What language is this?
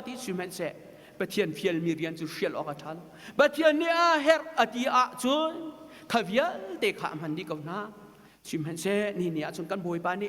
Hakha Chin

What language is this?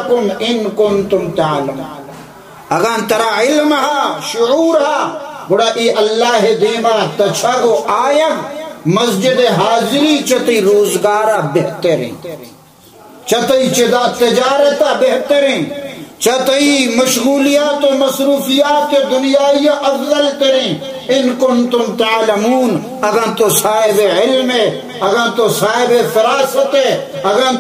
Baluchi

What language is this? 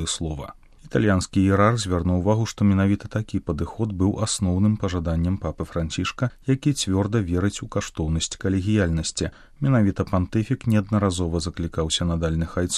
Belarusian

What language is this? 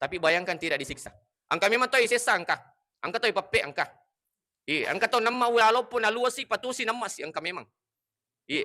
Buginese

